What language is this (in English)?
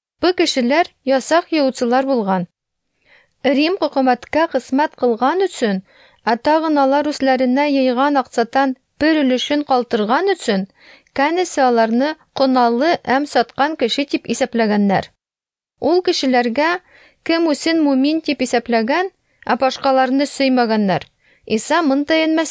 Tatar